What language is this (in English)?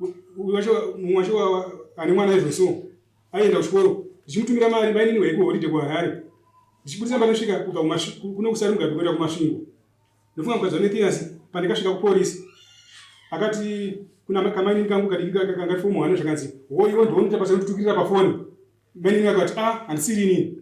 Shona